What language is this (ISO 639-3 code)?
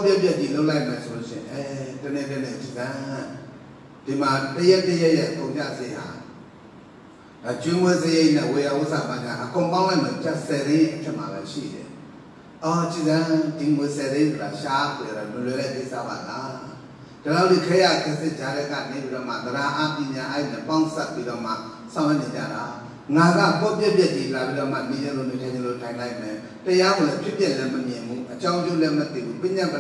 mya